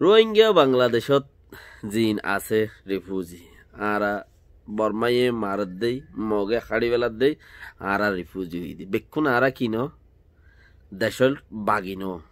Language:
Rohingya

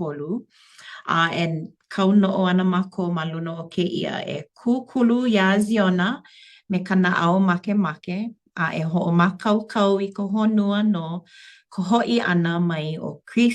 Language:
Hawaiian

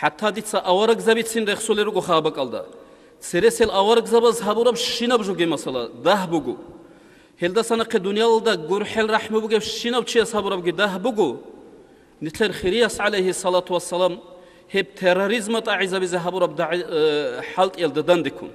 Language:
Avaric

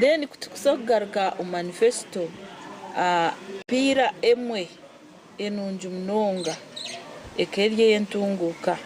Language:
Nyankole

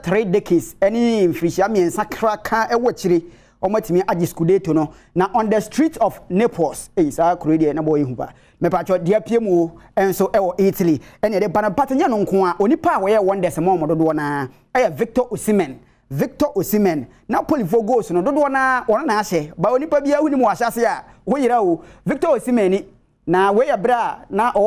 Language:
Akan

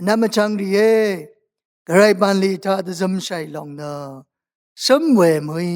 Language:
Rawang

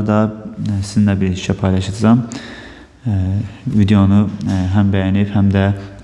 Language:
Azerbaijani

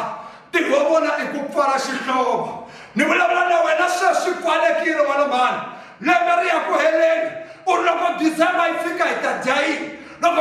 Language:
Tsonga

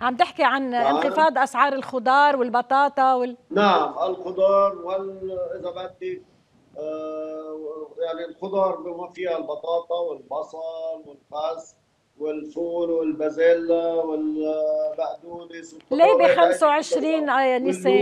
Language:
North Levantine Arabic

